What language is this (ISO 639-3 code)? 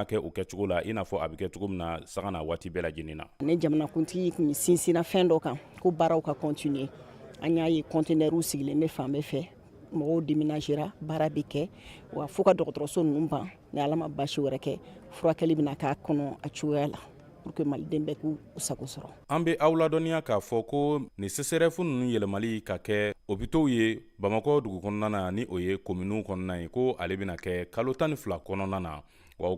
bam